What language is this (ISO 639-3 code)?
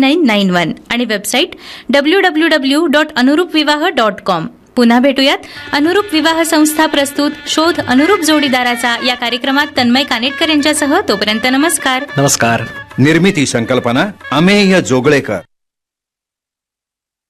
mar